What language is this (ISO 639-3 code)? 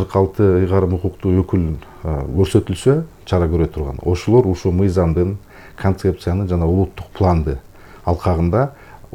kir